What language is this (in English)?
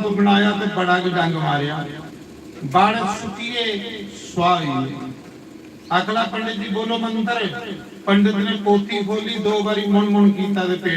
Dogri